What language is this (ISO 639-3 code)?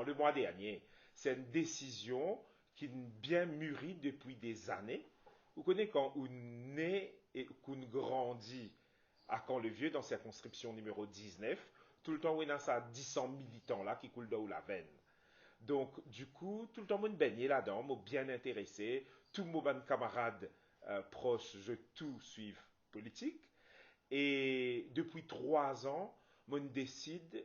mfe